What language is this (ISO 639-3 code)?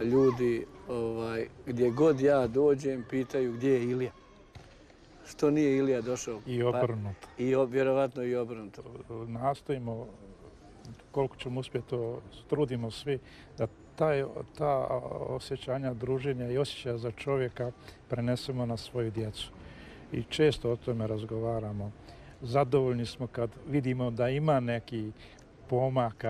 bos